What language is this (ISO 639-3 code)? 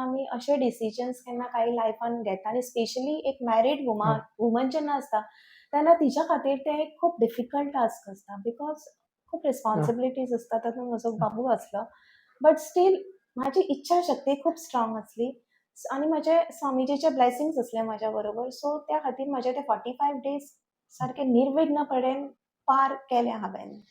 kok